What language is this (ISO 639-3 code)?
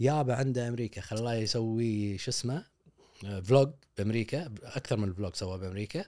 afb